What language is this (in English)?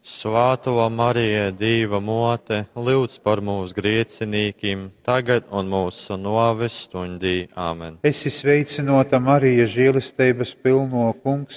Latgalian